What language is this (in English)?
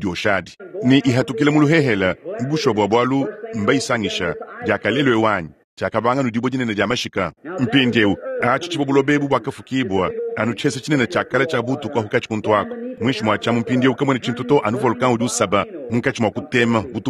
Luba-Lulua